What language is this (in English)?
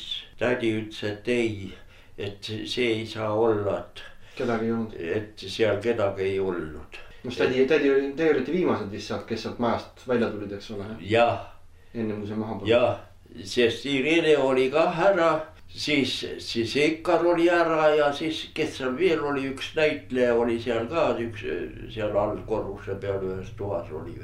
Estonian